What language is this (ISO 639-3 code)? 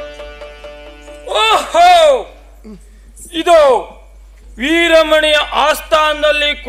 kan